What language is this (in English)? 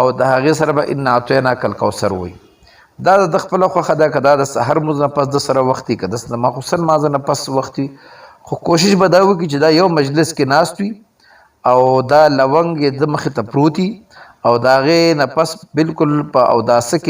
Pashto